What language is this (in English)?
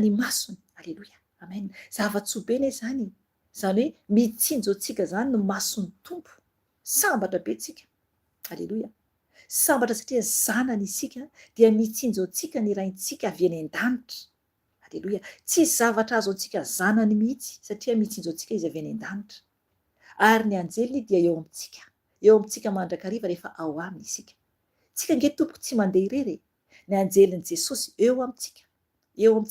Malagasy